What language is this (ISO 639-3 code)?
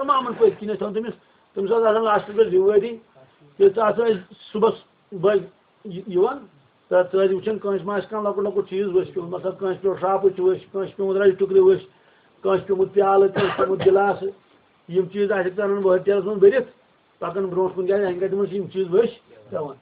kas